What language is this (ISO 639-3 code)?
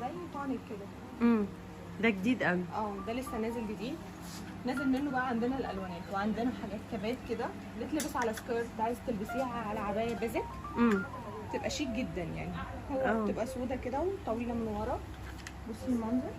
arz